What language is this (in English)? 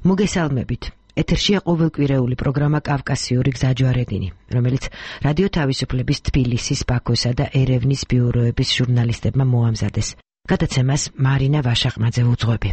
Georgian